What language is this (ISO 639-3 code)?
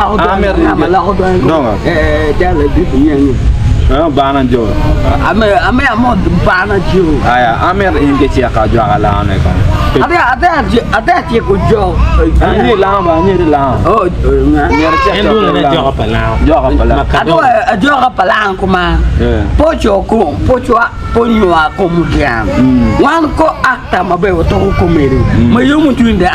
ach